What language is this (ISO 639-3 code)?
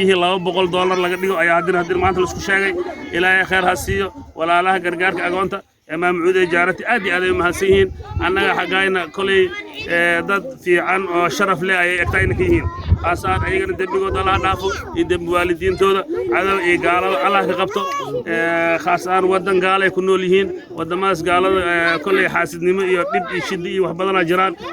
som